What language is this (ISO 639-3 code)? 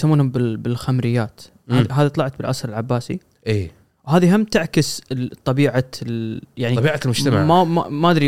afb